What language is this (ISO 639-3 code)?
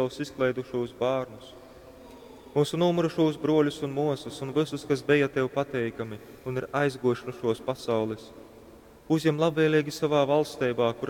ltg